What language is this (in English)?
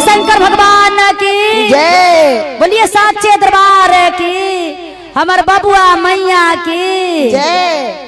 Magahi